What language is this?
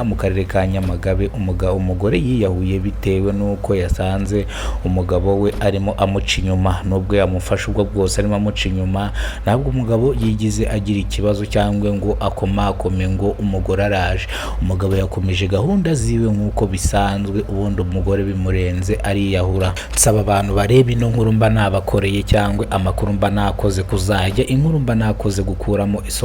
Kinyarwanda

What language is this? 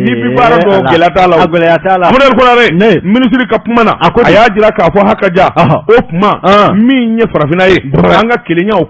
Bambara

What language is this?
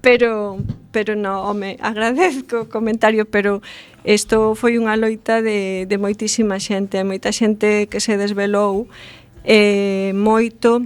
Galician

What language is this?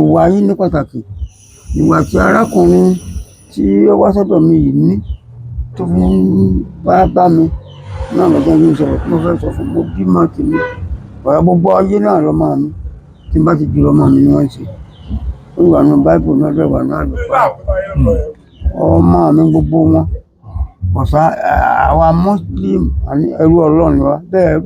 Yoruba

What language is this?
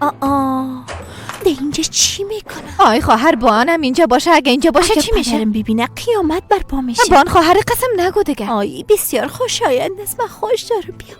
Persian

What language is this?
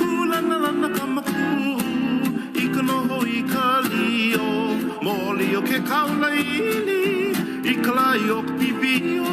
Hawaiian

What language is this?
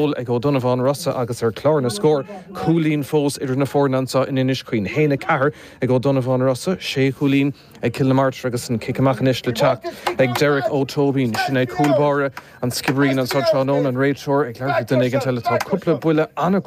Irish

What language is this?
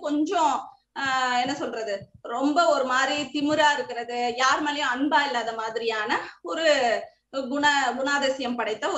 Tamil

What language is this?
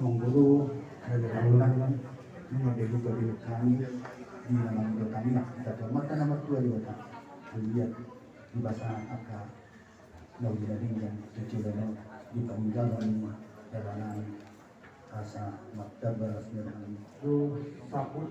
Batak Toba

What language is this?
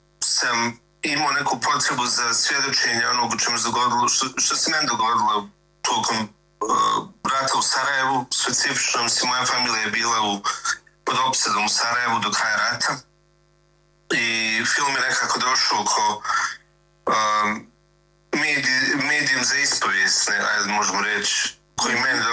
Bosnian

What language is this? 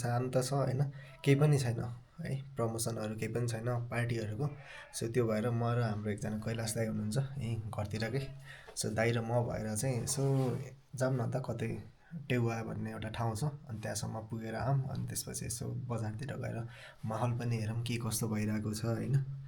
Nepali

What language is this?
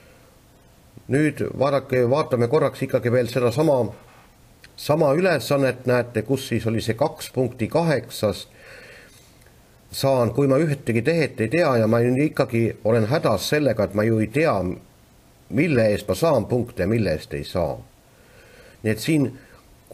Estonian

